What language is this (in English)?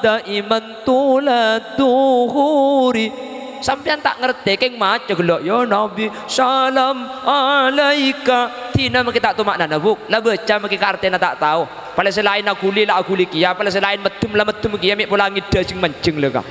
Madurese